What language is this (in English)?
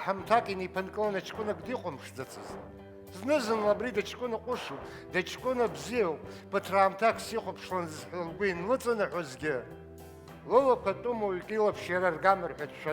Abkhazian